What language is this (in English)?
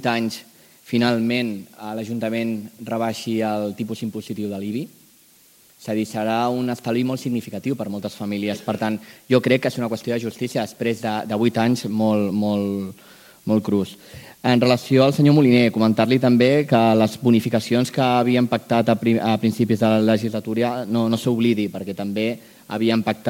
Catalan